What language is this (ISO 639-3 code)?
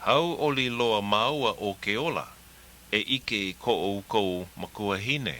haw